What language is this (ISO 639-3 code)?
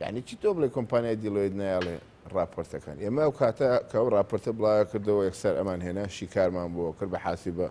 ckb